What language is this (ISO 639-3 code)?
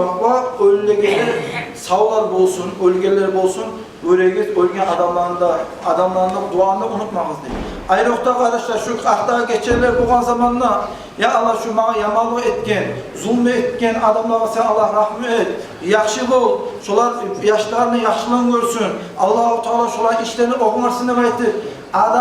kum